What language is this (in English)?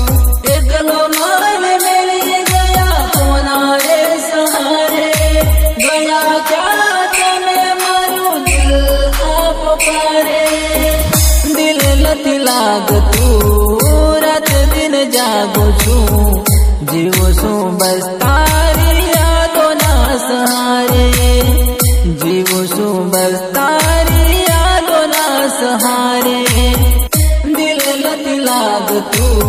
Gujarati